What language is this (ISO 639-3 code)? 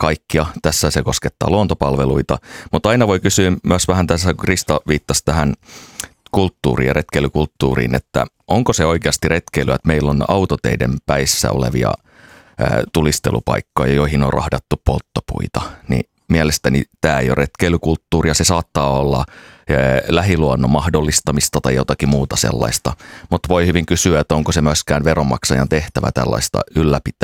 fin